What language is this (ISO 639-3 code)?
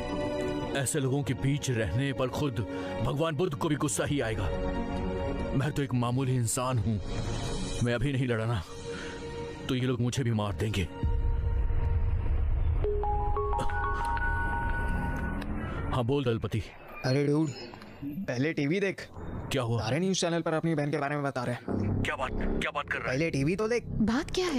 hin